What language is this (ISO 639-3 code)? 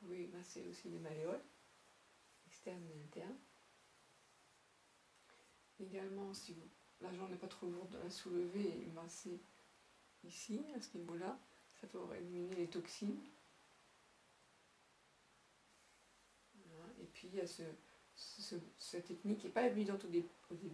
fra